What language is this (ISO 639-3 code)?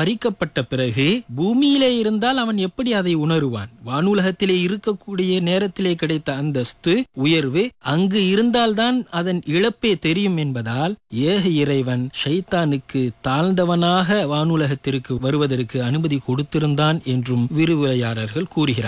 tam